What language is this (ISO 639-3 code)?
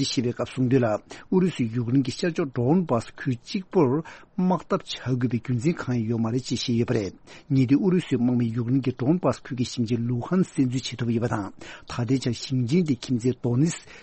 bod